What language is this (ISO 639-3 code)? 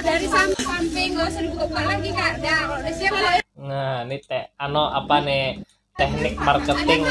bjn